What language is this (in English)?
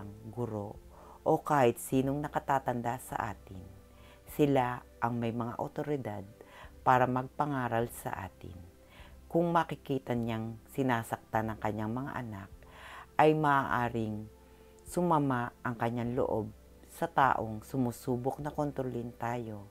Filipino